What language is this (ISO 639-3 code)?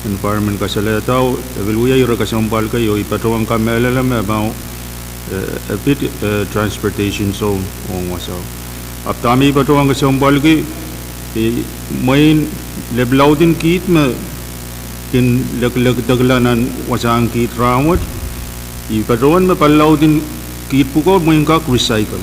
pon